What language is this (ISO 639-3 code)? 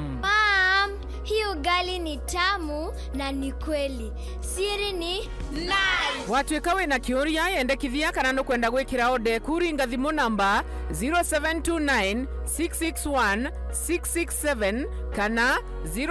mer